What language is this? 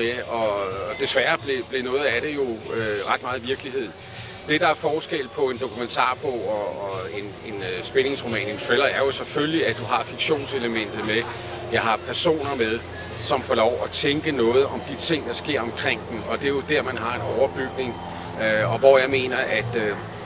Danish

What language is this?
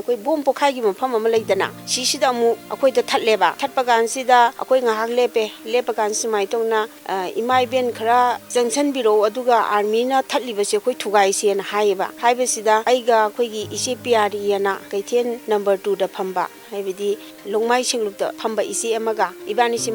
Manipuri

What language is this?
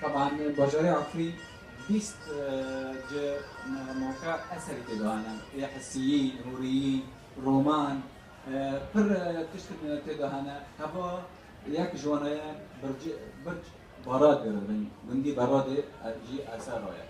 Kurdish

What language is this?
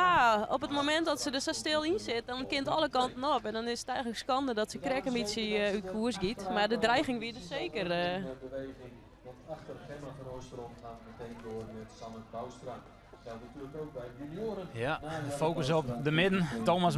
Western Frisian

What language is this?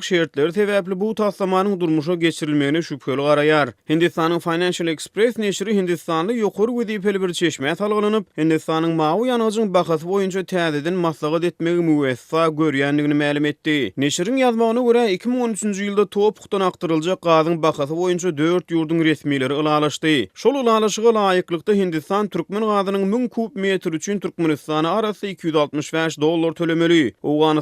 Turkmen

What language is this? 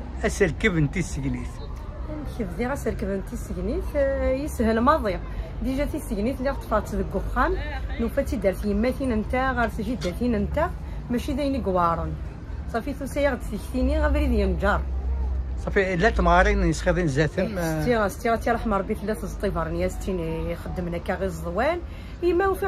Kabyle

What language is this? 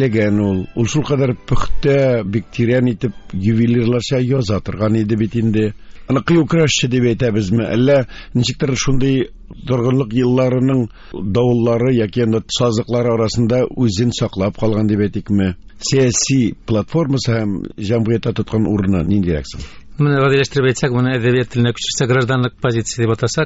Tatar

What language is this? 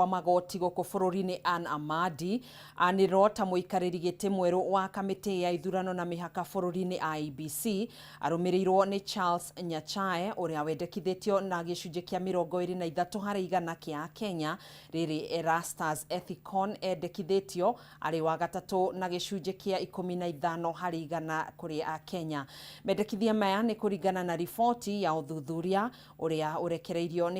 Kikuyu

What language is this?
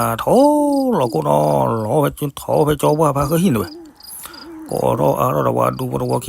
S'gaw Karen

